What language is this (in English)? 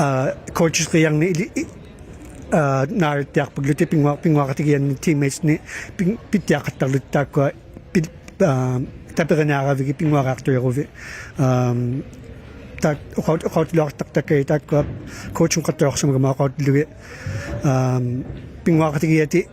Inuktitut